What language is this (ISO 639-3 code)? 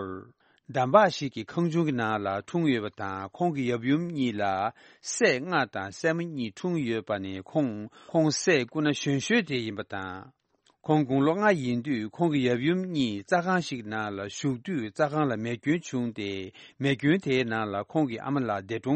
bod